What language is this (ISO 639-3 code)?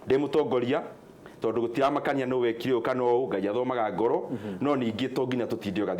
kik